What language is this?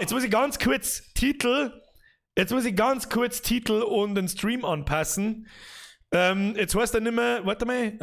Bavarian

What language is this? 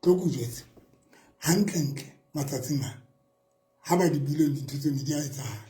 Southern Sotho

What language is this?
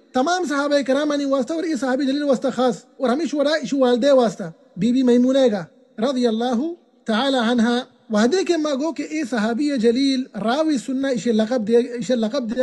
Baluchi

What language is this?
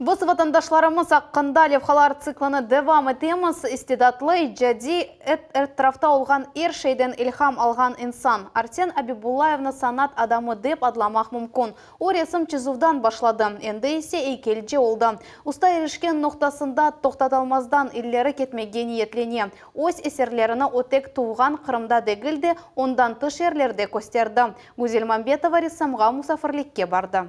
Crimean Tatar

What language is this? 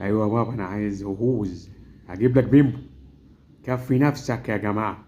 Egyptian Arabic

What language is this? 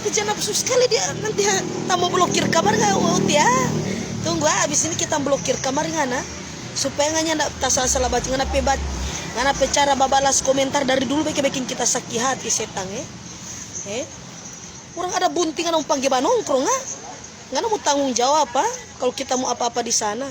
Manado Malay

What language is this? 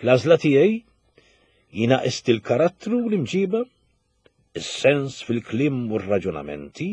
Maltese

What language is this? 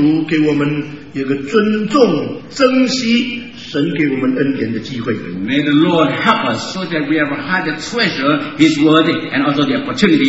Chinese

